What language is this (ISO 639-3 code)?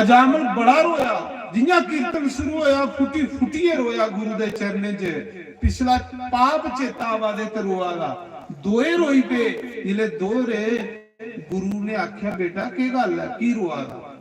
doi